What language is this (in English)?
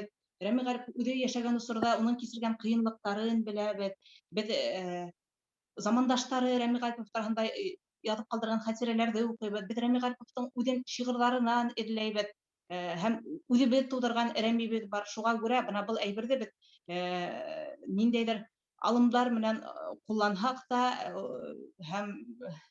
Bashkir